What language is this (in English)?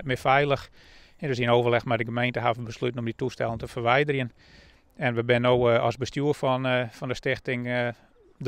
Western Frisian